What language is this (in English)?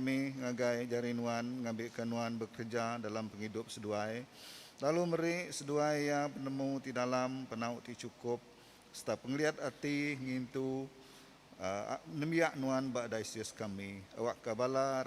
Iban